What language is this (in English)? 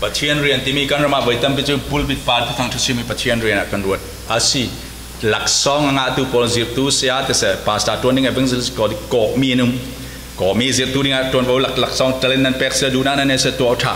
Falam Chin